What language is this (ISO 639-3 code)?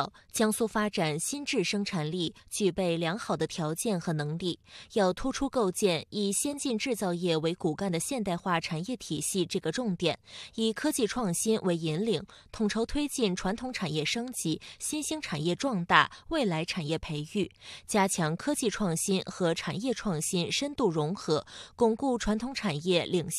zho